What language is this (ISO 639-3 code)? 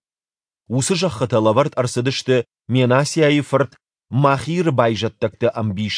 oss